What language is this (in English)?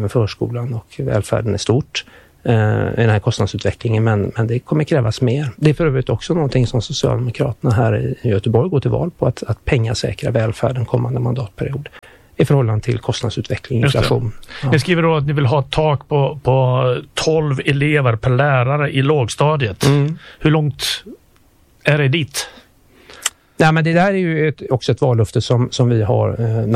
Swedish